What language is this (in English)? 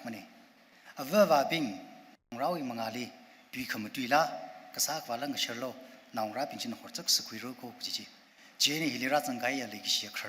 Tangkhul Naga (India)